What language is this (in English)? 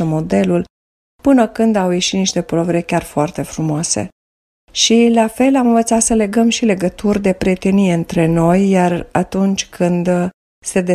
Romanian